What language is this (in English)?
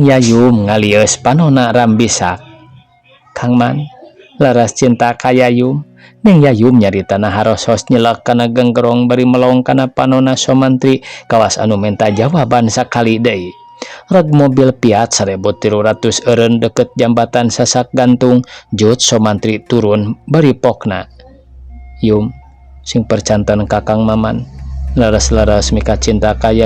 Sundanese